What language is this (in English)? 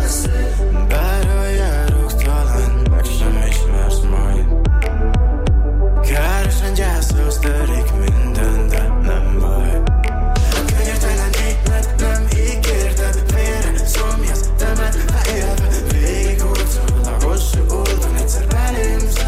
Hungarian